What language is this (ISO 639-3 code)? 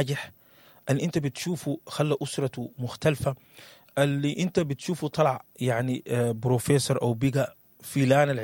apd